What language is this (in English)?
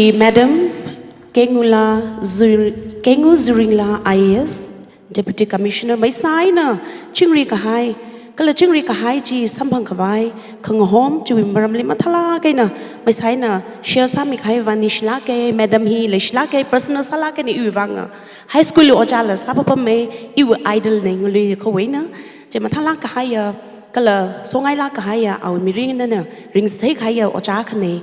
Tangkhul Naga (India)